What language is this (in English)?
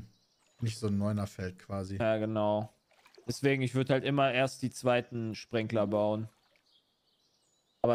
German